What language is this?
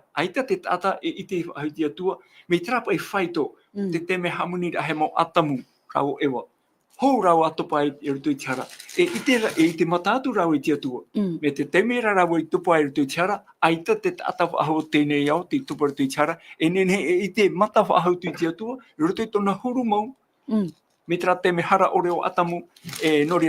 Tahitian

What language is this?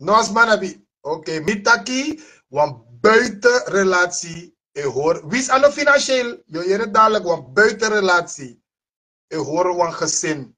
Sranan Tongo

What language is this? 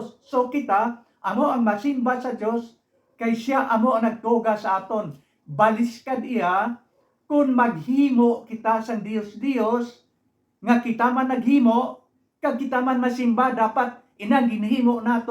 Hiligaynon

